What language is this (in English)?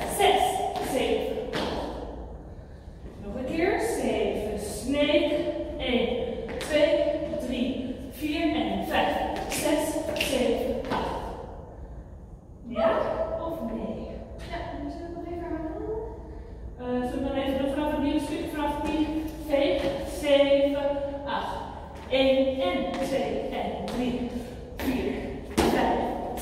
Dutch